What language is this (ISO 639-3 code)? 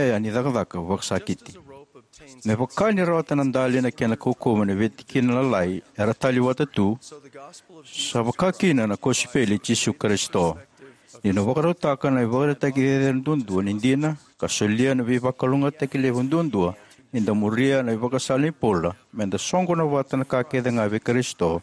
fij